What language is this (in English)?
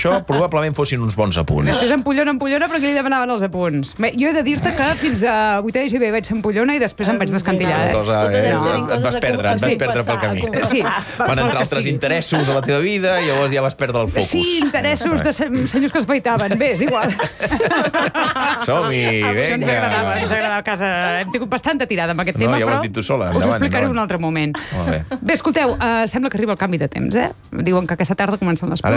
Catalan